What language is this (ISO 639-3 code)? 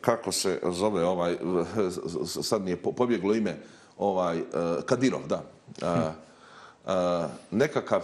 bos